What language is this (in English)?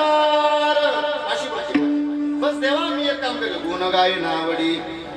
Marathi